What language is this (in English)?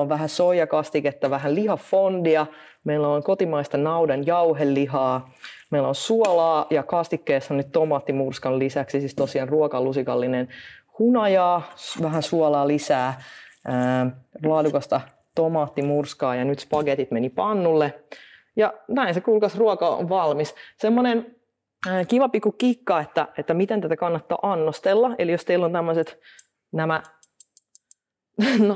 Finnish